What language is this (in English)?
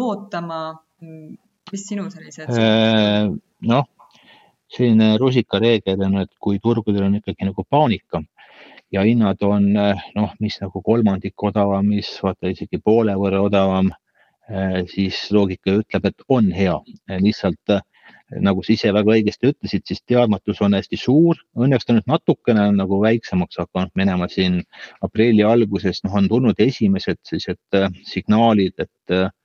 Estonian